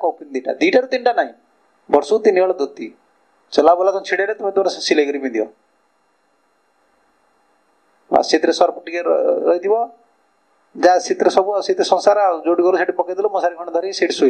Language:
Odia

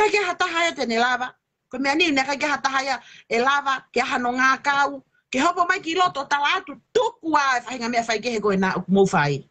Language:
Tongan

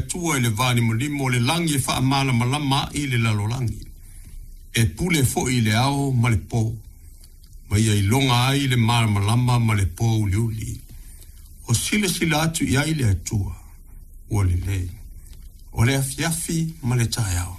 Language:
Samoan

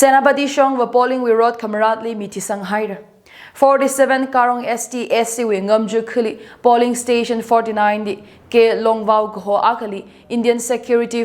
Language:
Tangkhul Naga (India)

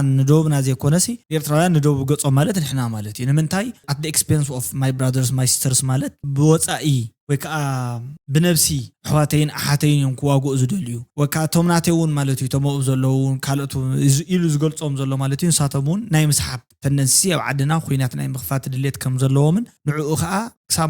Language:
Tigrinya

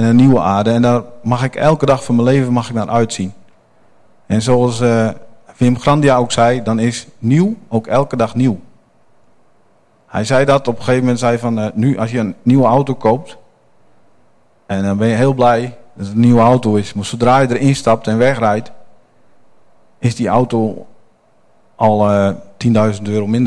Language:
Dutch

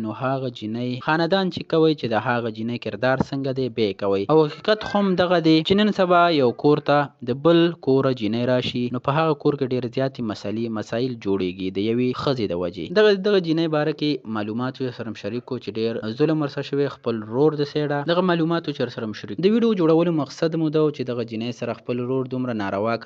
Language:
Pashto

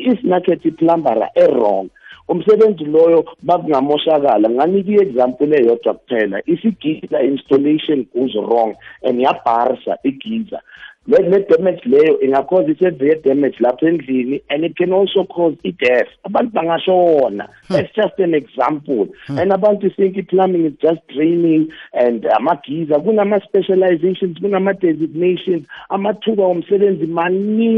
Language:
South Ndebele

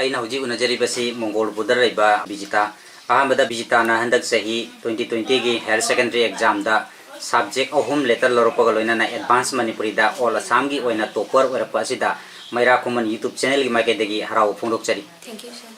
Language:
Manipuri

